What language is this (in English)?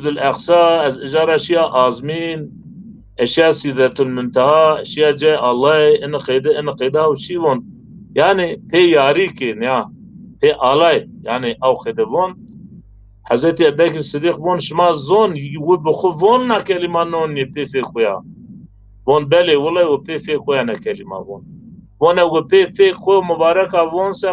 Zaza